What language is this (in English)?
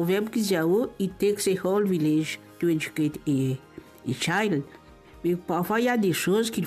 Morisyen